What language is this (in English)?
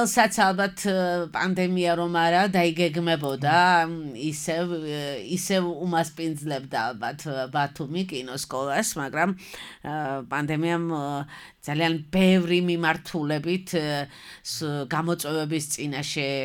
Georgian